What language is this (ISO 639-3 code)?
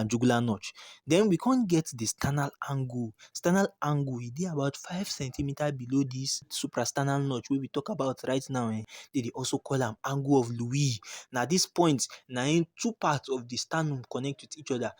pcm